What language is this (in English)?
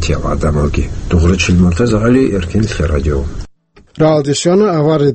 Avaric